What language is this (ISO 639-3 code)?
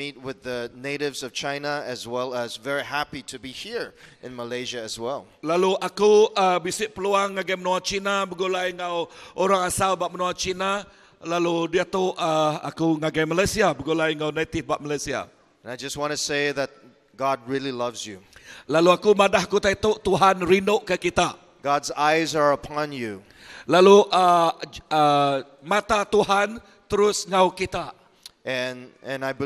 iba